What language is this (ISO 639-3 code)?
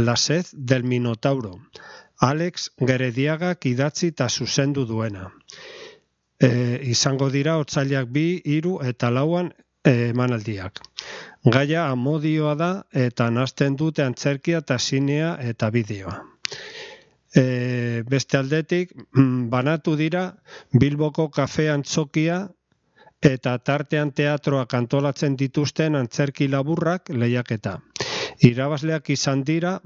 eus